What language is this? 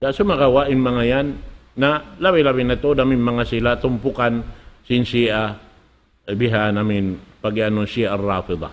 Tausug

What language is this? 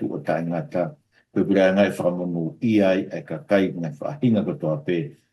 Tongan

